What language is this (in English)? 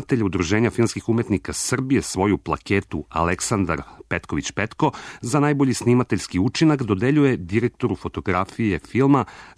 Serbian